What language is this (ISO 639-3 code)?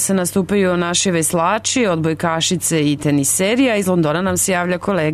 srp